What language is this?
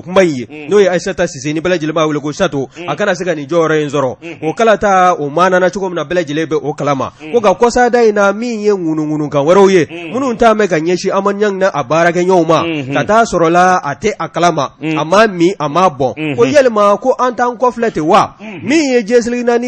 Bambara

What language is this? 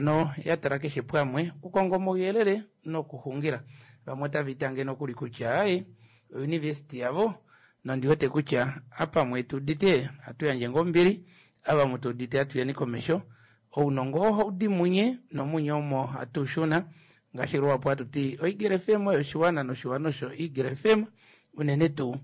Kuanyama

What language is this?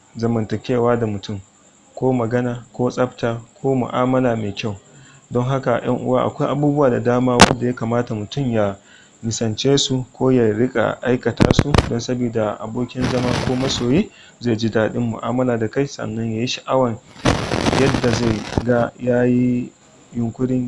Hausa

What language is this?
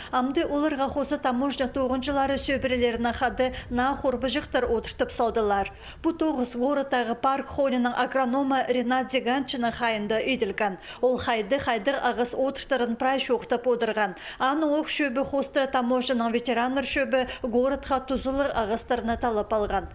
Khakas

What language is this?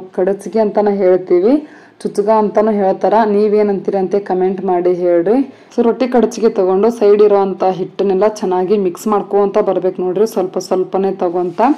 Kannada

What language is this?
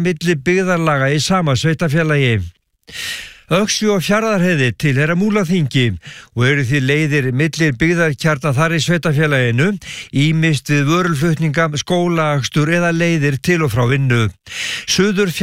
Icelandic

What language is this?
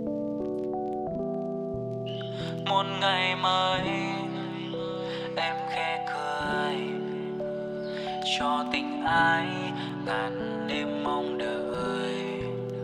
Vietnamese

